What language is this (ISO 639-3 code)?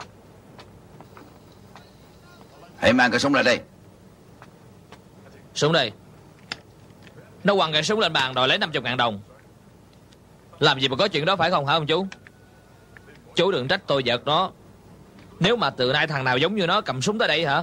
vie